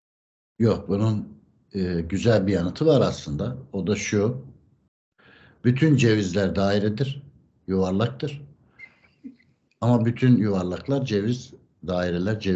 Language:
Turkish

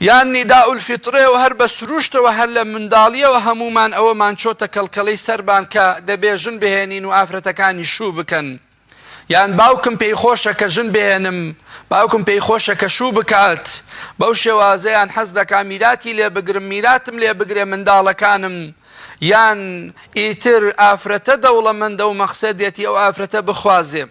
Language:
Central Kurdish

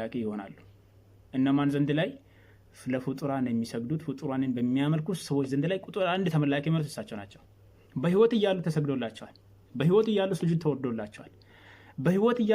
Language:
Amharic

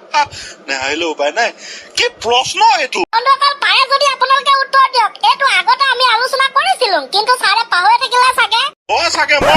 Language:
Assamese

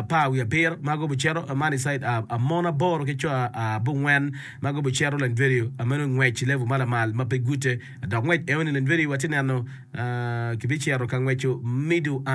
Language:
Acoli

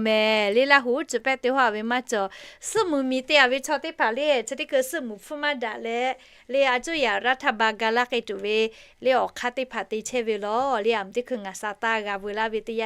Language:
Lahu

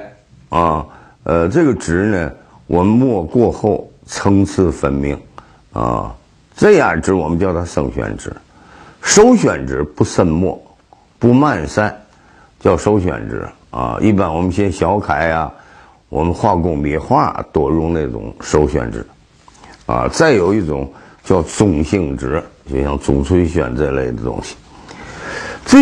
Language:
Chinese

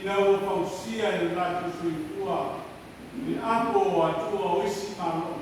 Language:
Samoan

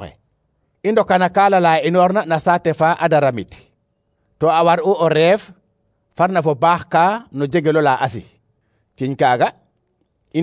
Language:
Serer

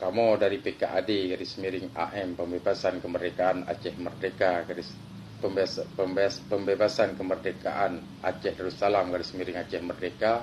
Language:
Achinese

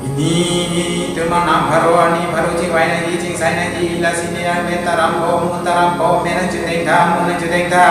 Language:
Karbi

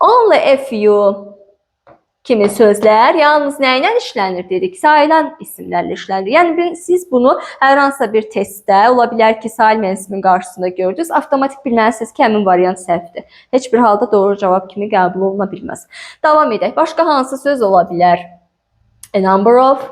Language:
Azerbaijani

